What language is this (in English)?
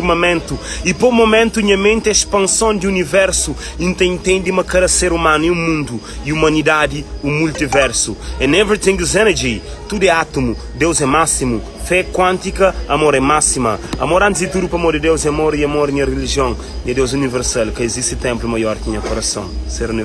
Kabuverdianu